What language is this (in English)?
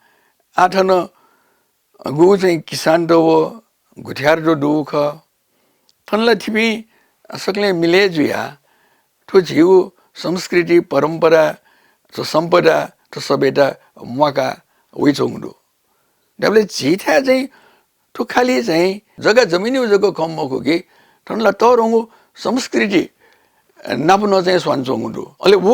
Newari